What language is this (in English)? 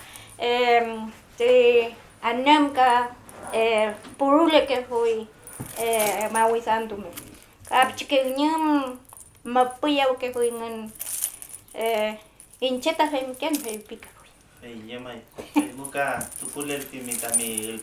Mapuche